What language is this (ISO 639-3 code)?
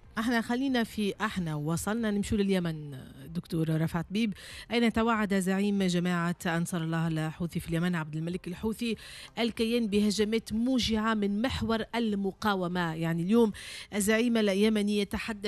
aeb